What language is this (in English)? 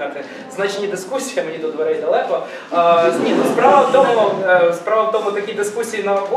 Ukrainian